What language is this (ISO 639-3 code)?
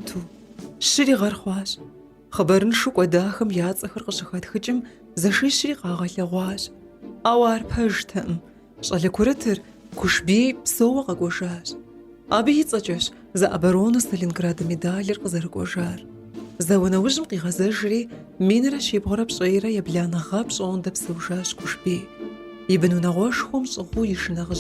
kbd